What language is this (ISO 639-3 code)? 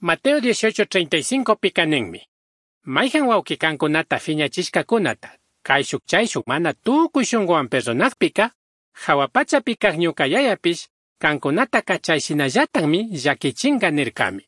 qug